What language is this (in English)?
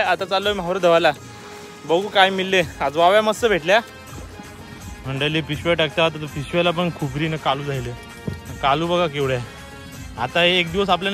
Marathi